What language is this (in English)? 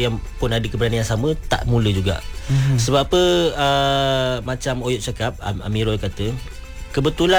Malay